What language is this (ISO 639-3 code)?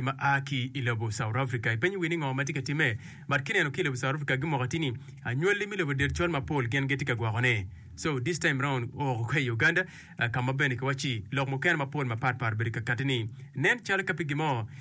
ach